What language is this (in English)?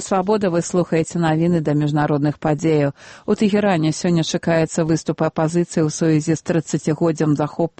Belarusian